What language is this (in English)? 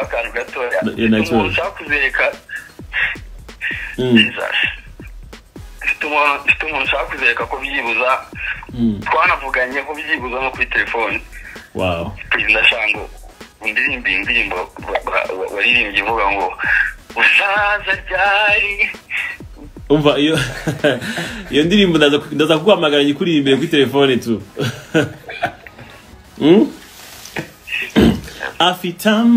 Kinyarwanda